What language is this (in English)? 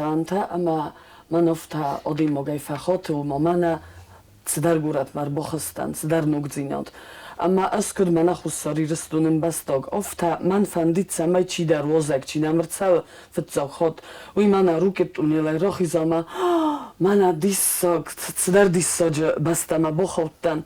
Ossetic